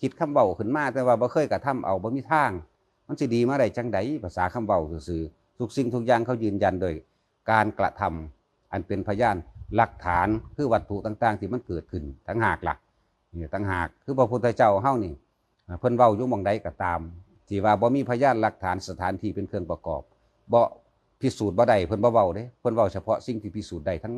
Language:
Lao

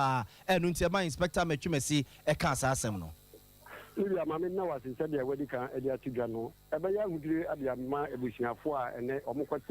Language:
Akan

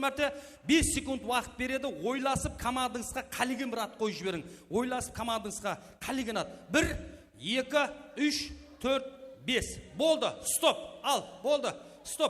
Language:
Kara-Kalpak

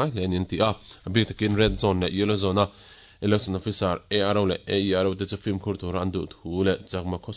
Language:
Mizo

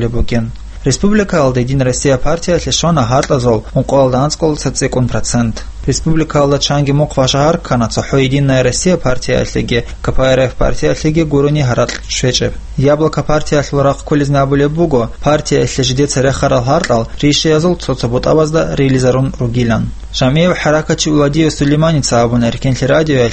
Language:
Avaric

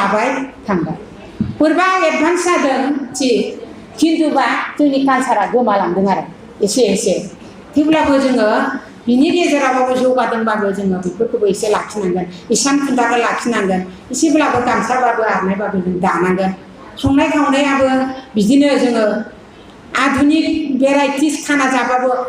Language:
Bodo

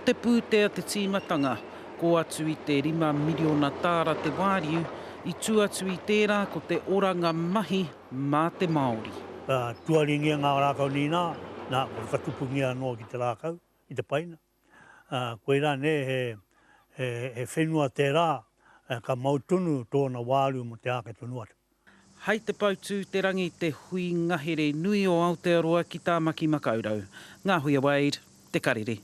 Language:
Māori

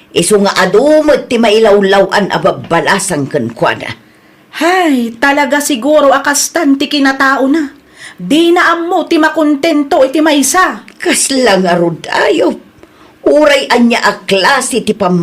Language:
Iloko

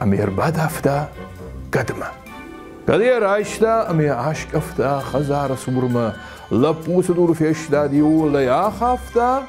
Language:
Ossetic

